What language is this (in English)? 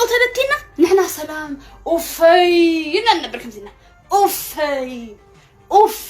Tigrinya